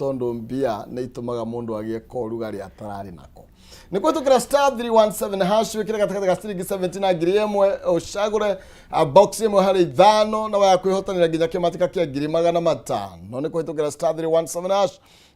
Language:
Kikuyu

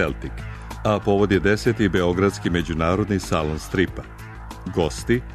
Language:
Serbian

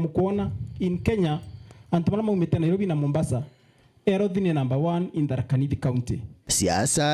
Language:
Meru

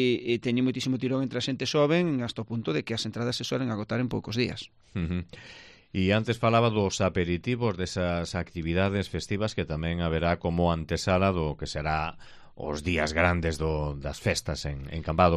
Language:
Galician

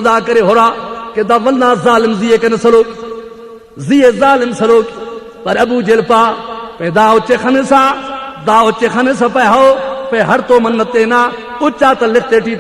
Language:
Brahui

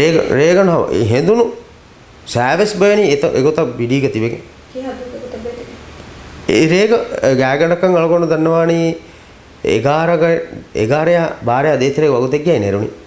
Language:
Divehi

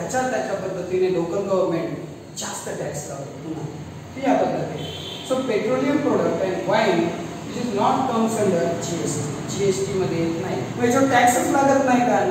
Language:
Marathi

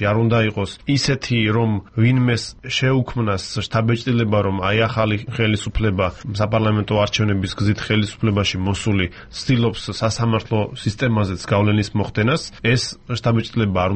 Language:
Georgian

